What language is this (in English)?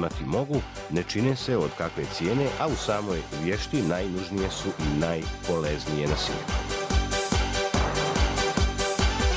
Croatian